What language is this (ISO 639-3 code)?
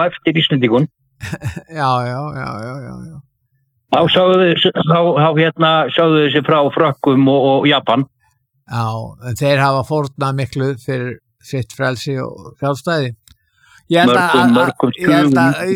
isl